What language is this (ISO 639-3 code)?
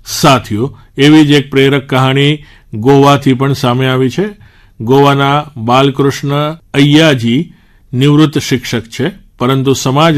guj